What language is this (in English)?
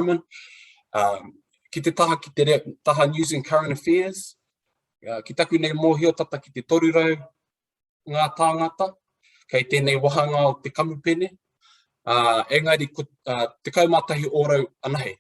Māori